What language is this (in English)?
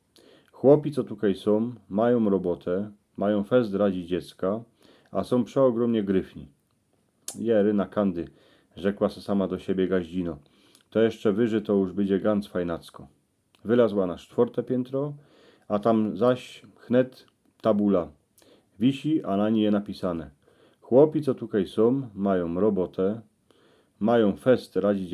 Silesian